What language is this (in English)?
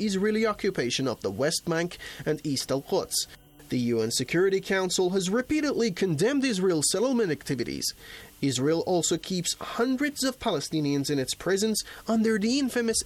English